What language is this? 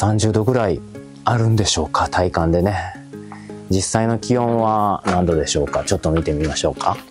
Japanese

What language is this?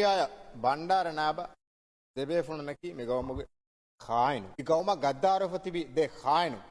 Divehi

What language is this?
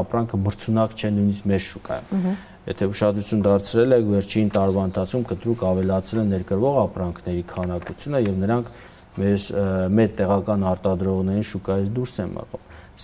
Armenian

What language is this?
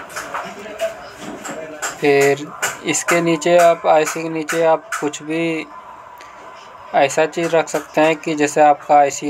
Hindi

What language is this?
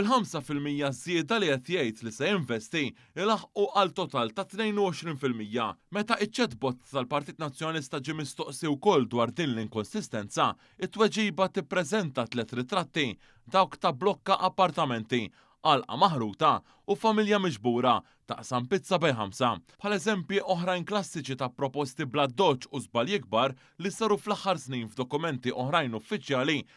Maltese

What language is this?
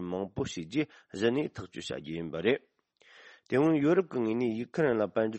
Tibetan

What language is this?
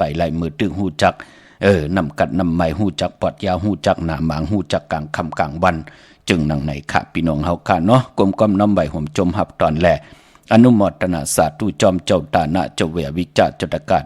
Shan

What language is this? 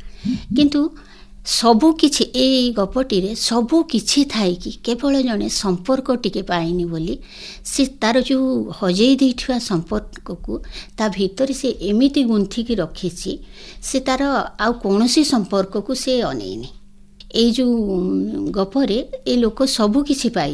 Odia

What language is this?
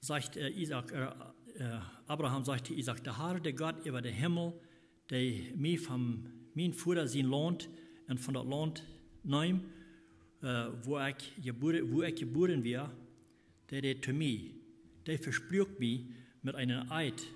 Plautdietsch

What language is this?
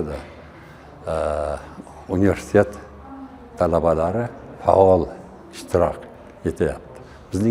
Uzbek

